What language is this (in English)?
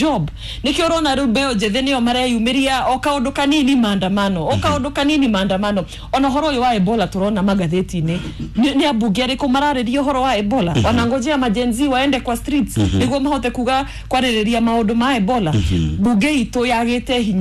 Kikuyu